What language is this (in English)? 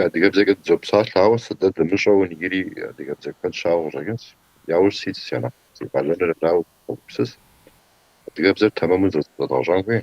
Kabardian